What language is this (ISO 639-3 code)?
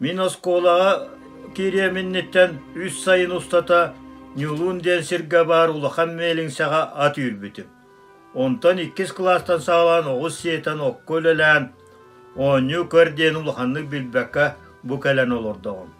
sah